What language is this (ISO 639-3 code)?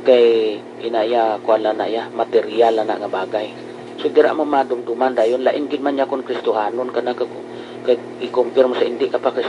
hil